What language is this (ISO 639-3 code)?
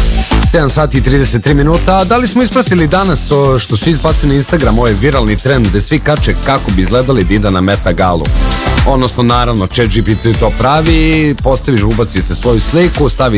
srp